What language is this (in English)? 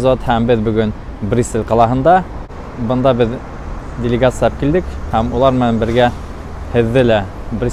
Bashkir